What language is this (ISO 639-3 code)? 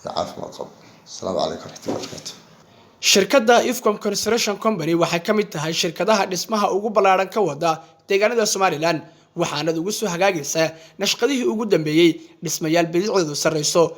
som